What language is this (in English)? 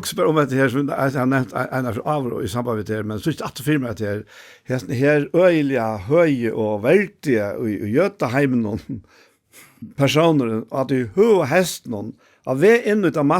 Faroese